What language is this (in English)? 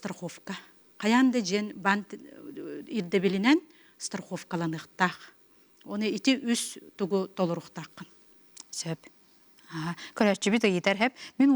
Yakut